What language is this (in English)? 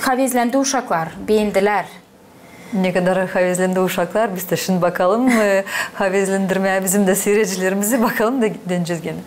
Gagauz